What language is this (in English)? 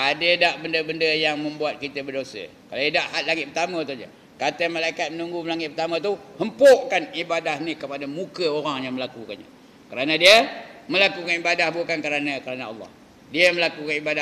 Malay